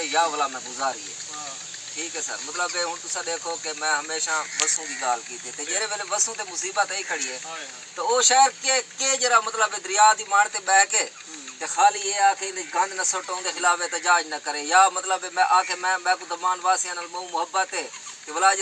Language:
Saraiki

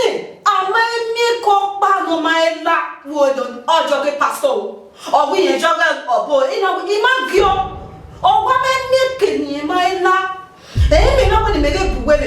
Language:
Bini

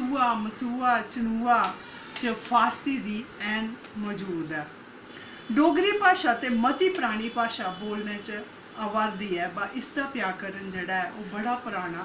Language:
Dogri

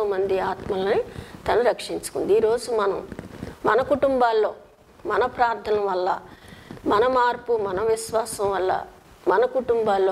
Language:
Telugu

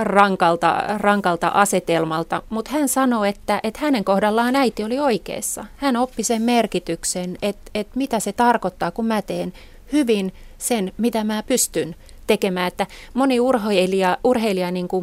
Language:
Finnish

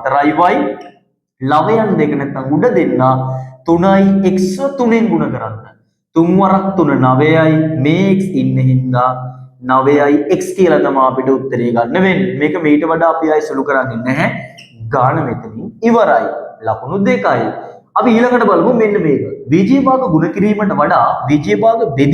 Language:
Sinhala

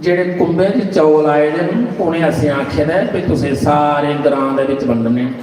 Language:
Dogri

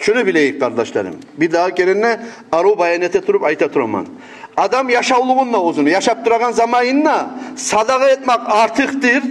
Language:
Kumyk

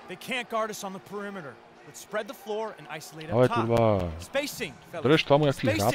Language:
Czech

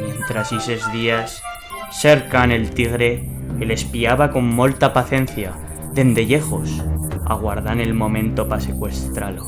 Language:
Aragonese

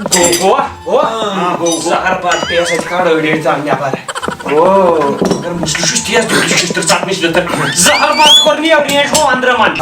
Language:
Kashmiri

